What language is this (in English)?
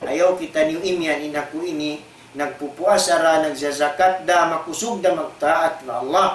Tausug